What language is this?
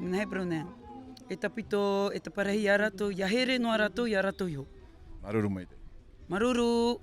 Tahitian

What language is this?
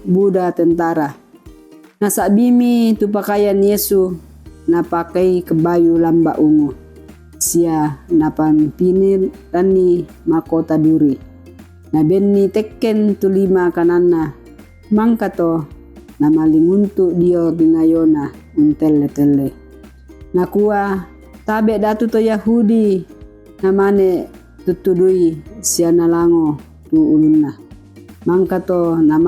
Toraja-Sa'dan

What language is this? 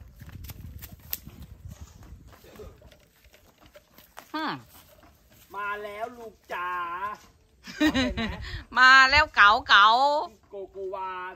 Thai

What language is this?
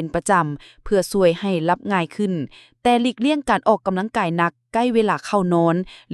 Lao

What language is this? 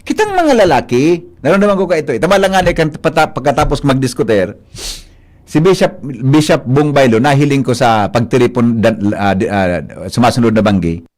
Bikol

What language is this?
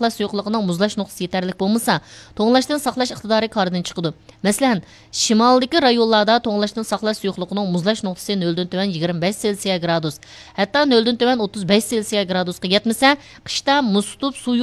Uyghur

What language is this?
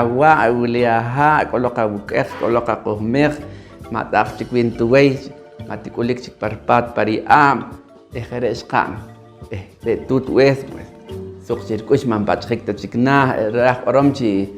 Poqomchi'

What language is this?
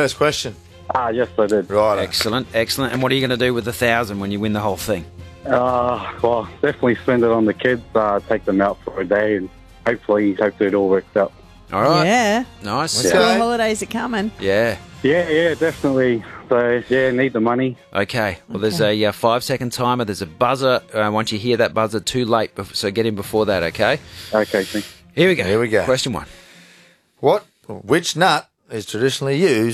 English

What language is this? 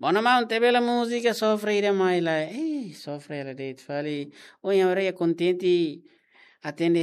Tetum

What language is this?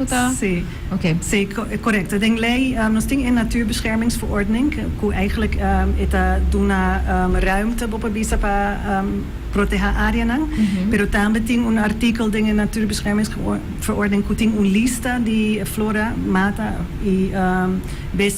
Papiamento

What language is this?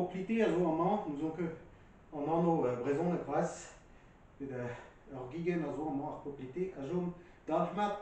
Breton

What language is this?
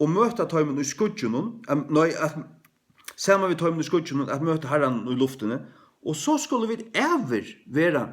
Faroese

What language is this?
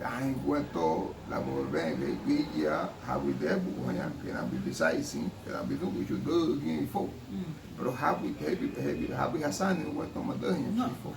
Garifuna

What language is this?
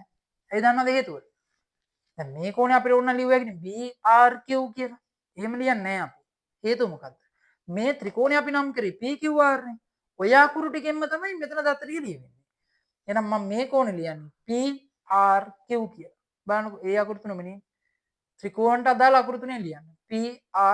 Sinhala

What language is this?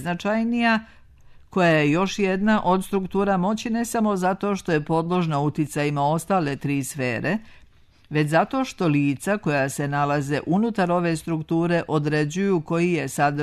Serbian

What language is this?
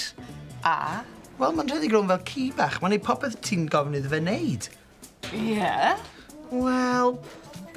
Welsh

